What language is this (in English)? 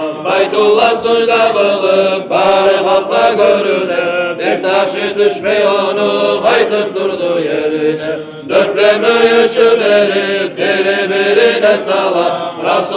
Kumyk